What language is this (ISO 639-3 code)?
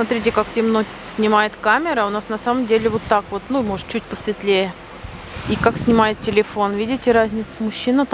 rus